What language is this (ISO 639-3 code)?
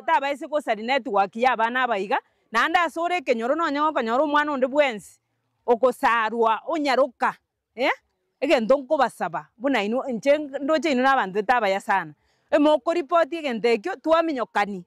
guz